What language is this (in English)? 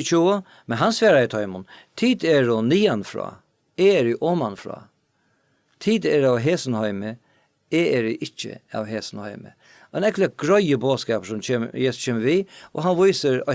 Faroese